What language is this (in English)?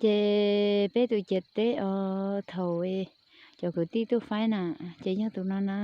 Hmong